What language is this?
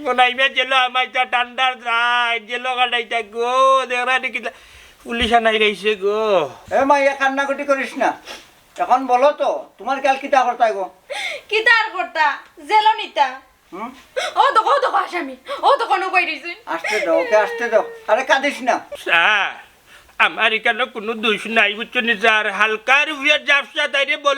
Sylheti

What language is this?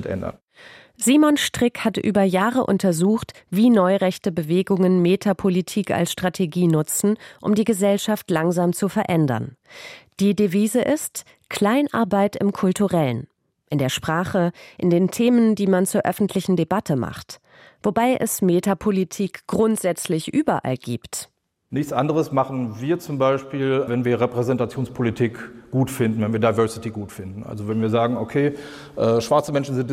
German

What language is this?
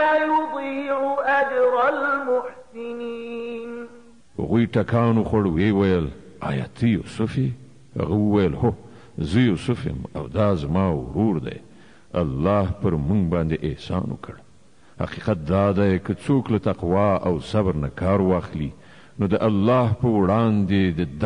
Pashto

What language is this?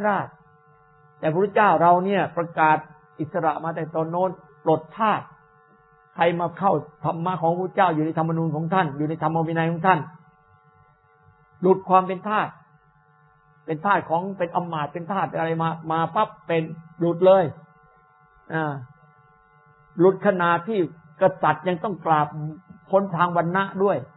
Thai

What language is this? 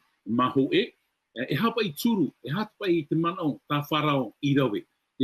Tahitian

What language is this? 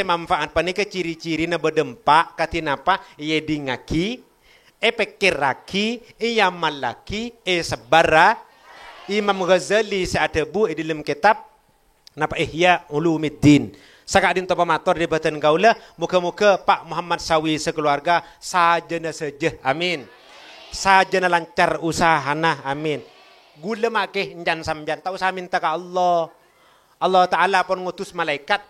Madurese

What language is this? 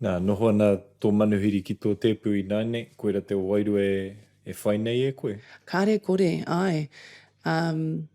Māori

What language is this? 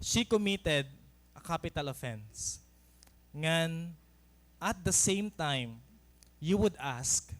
Waray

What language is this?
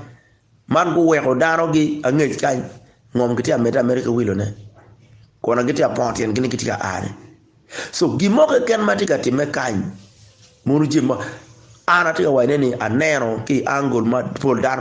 Acoli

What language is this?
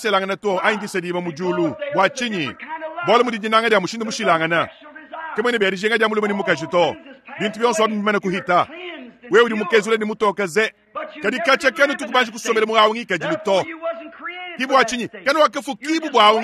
Luba-Lulua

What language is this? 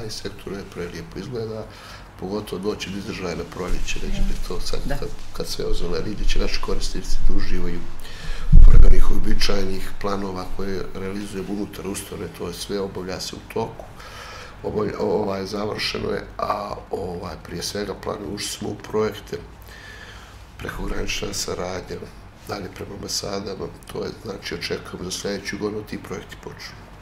Bosnian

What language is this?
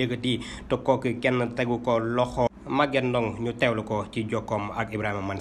Wolof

